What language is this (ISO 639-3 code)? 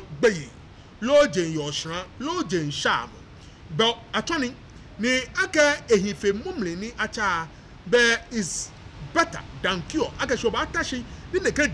gaa